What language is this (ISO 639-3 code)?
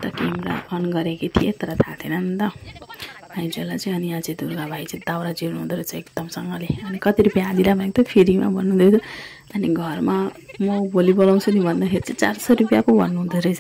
nep